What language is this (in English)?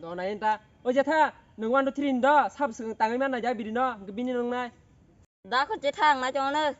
Kok Borok